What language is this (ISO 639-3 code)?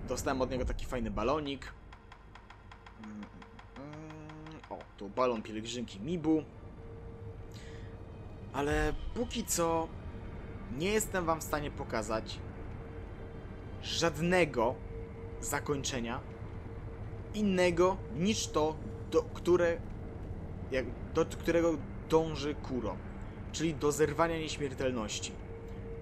pol